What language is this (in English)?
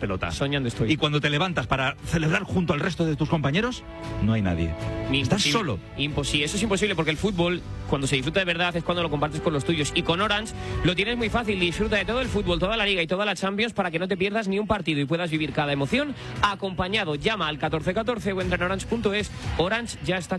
Spanish